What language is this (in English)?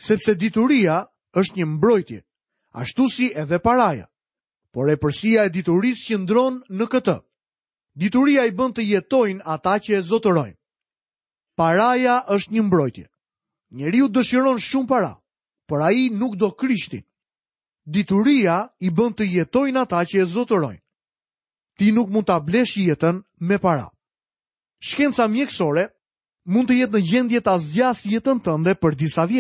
Albanian